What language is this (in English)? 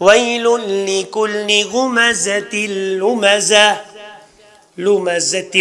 Kashmiri